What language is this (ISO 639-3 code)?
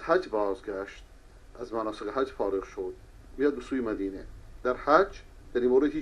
fas